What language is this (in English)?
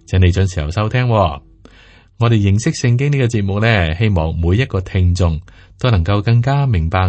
Cantonese